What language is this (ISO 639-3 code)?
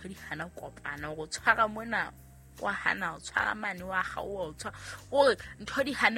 sot